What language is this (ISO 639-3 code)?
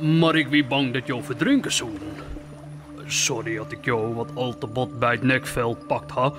fry